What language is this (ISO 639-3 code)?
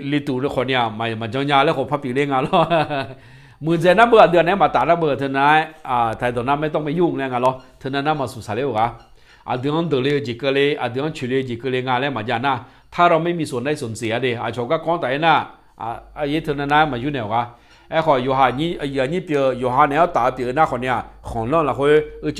ahk